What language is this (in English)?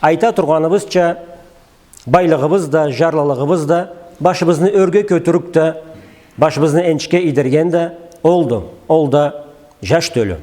Karachay-Balkar